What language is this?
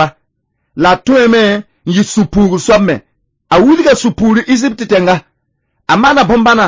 Mossi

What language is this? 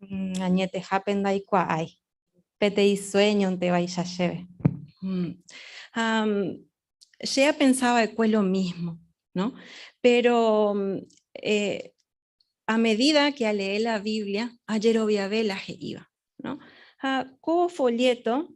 Guarani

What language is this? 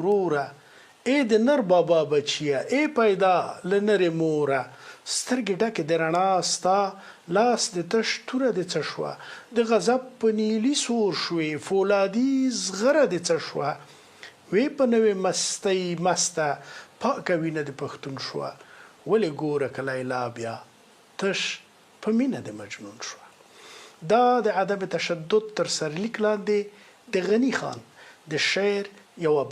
Pashto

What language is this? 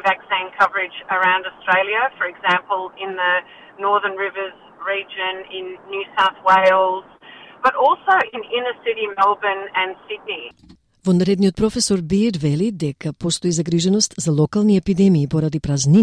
Macedonian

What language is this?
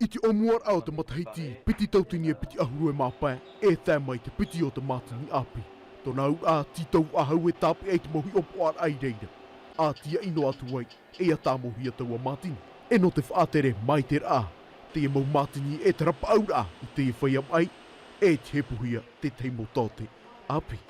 Tahitian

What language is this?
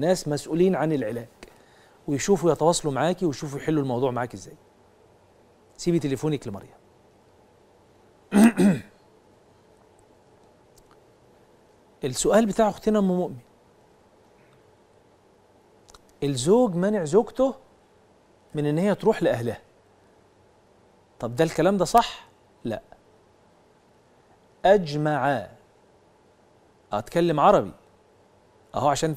Egyptian Arabic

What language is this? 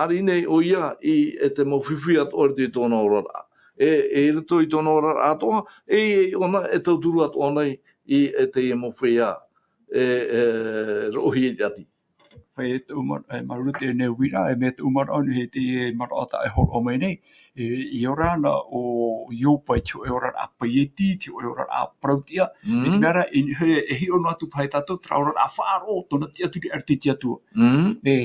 Tahitian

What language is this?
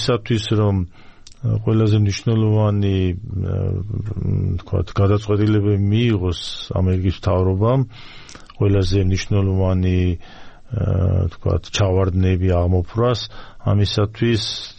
Georgian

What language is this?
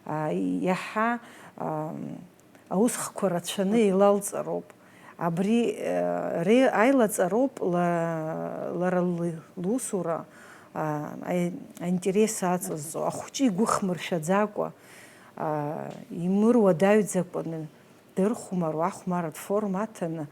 Abkhazian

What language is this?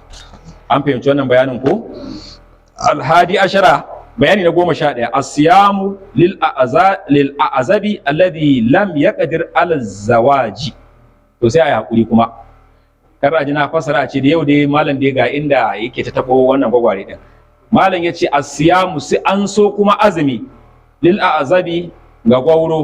Hausa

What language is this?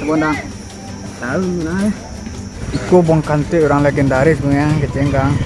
Minangkabau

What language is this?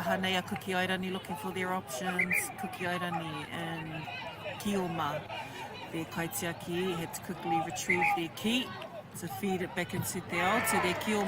Māori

